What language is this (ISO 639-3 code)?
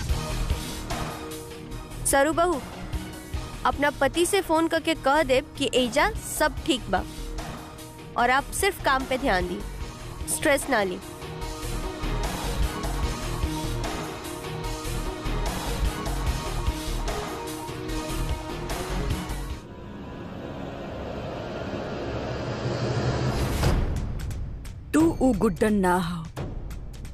bho